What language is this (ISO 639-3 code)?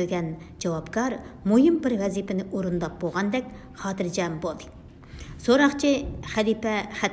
uig